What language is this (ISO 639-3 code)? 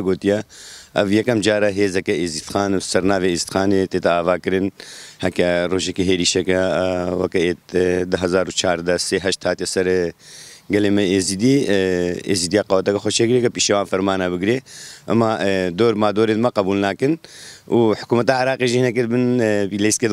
kur